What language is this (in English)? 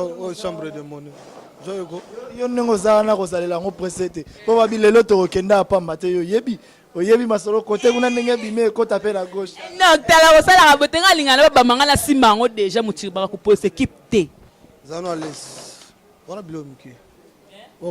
Lingala